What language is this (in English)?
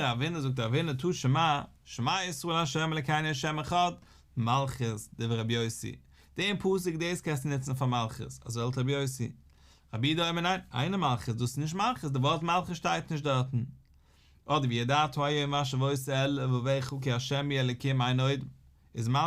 Yiddish